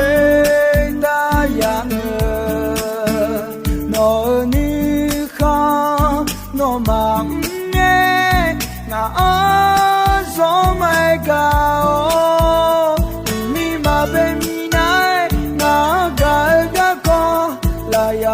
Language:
Akha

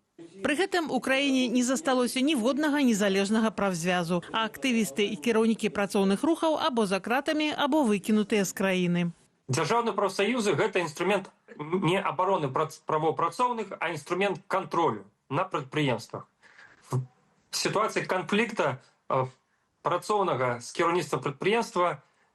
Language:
Belarusian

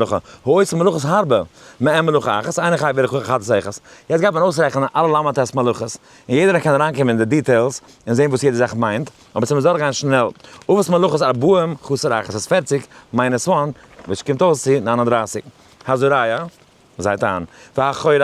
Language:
Yiddish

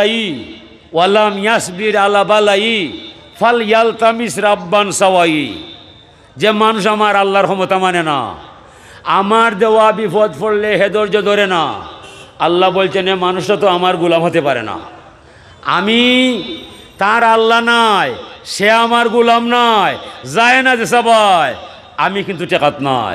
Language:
Sylheti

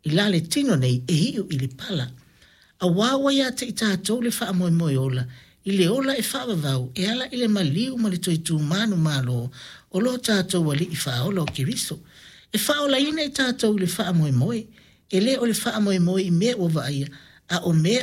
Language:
Samoan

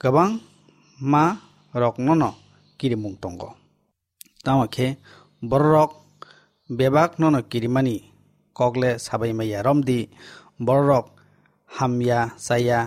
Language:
Kok Borok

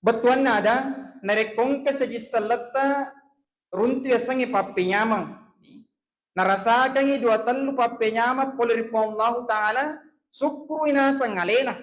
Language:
Buginese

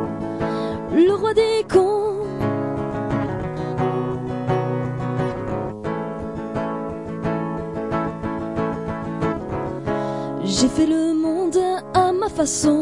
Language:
French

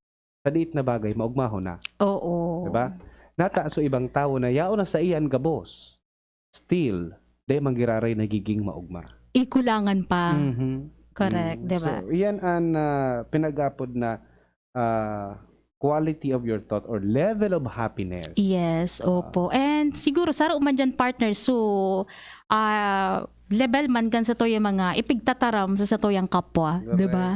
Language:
Bikol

